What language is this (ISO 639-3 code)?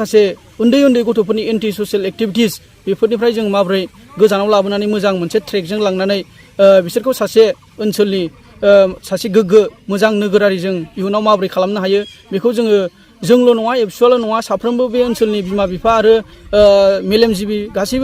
brx